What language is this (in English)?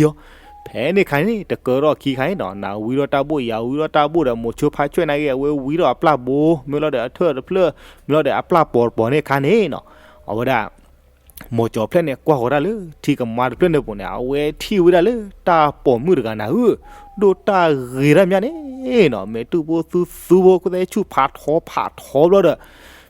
S'gaw Karen